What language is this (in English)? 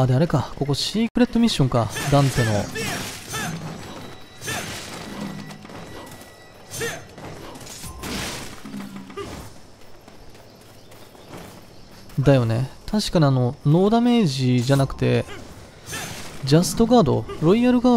Japanese